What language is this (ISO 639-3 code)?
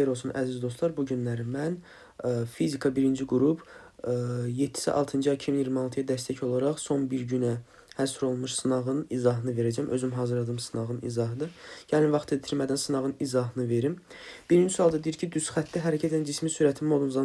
aze